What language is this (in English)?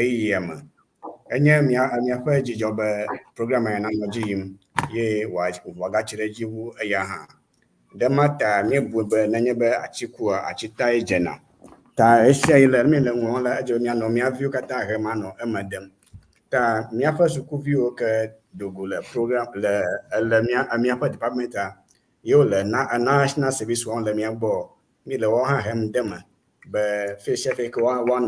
Ewe